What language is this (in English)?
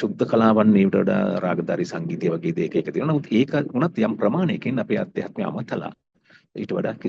Sinhala